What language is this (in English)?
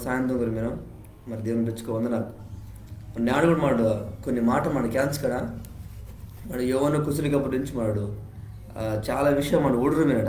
Koya